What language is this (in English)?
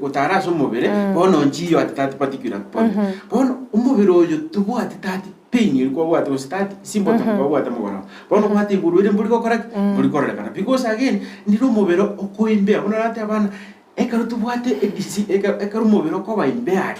Gusii